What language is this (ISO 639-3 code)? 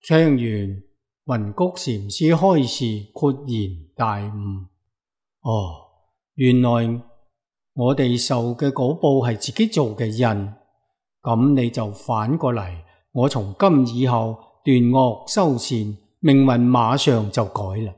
yue